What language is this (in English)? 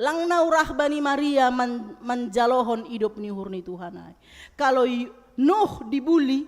Batak Simalungun